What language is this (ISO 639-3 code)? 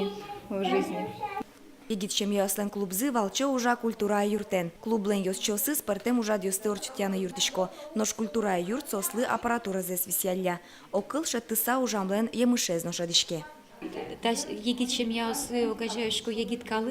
udm